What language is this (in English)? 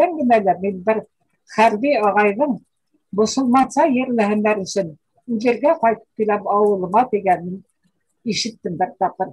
Bashkir